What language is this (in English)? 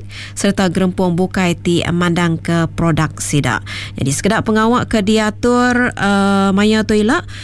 Iban